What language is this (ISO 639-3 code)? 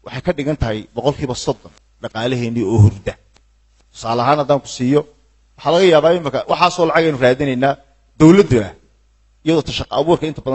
som